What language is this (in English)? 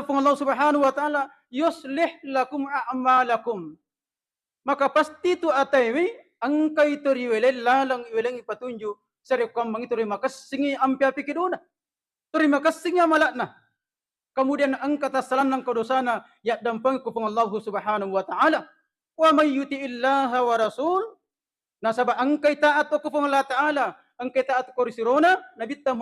Buginese